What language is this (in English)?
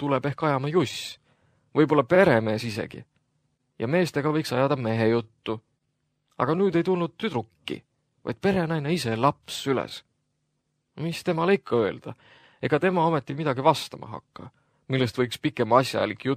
Estonian